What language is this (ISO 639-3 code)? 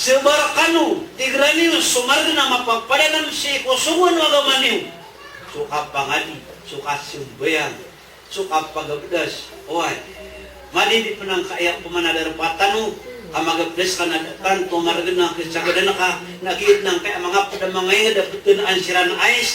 mrw